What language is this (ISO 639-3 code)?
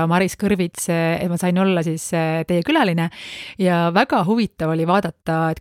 est